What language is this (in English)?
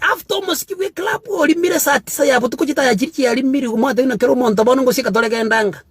Gusii